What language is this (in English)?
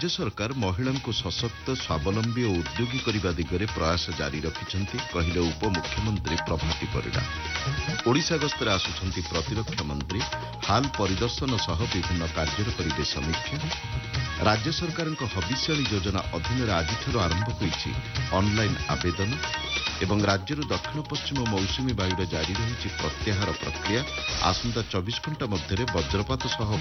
Odia